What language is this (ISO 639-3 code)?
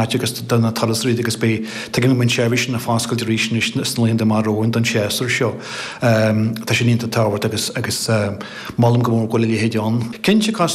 gle